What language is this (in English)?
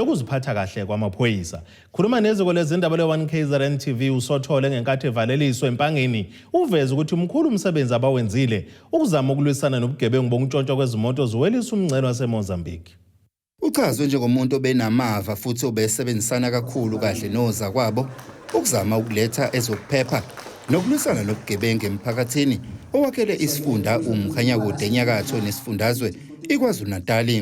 Zulu